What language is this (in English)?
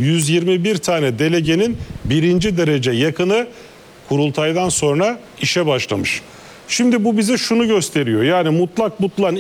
Turkish